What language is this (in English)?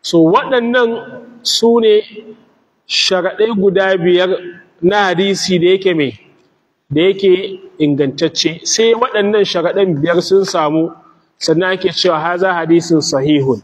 Hausa